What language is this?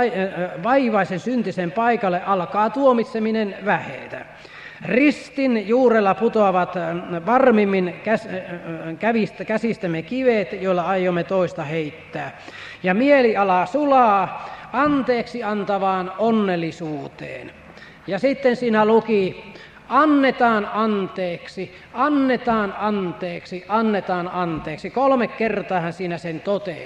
Finnish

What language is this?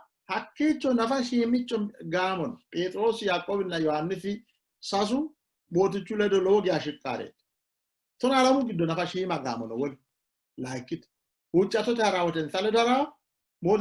Sidamo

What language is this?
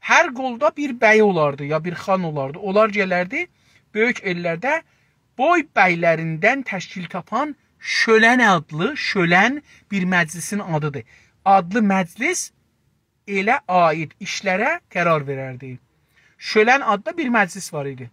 South Azerbaijani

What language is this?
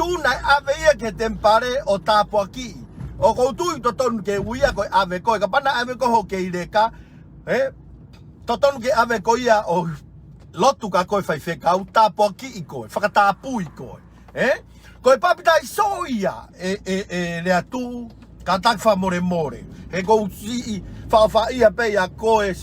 Tongan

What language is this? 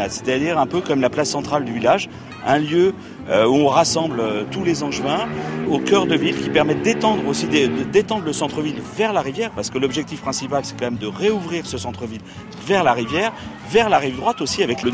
French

